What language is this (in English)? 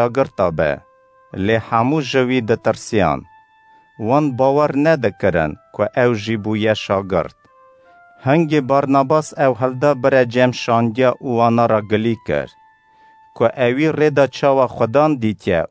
Kurdish